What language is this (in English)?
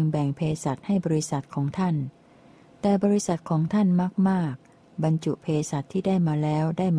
Thai